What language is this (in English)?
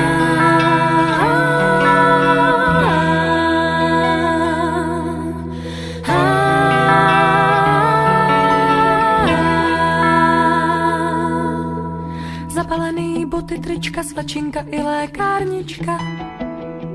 Czech